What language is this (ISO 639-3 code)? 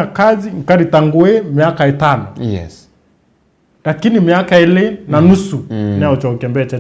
mer